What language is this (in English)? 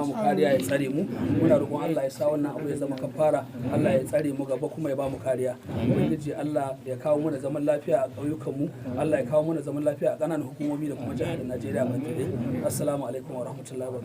Hausa